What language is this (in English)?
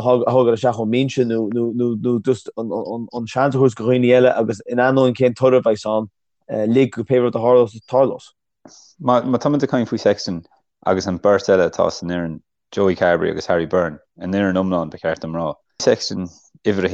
Irish